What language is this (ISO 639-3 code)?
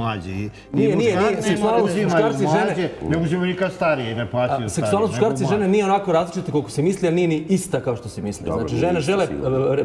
srp